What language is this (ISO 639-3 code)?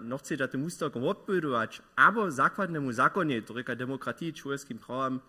hsb